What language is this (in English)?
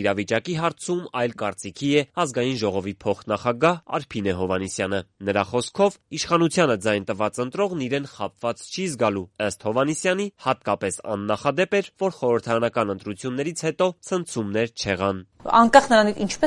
Armenian